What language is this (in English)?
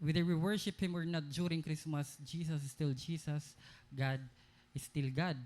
Waray